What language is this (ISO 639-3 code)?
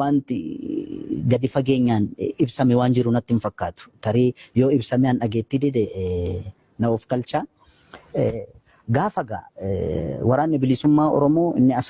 orm